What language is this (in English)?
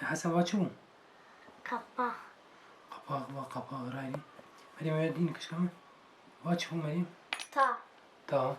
Kurdish